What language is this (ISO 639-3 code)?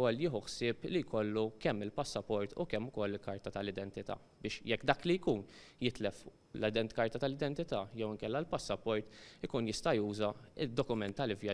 mlt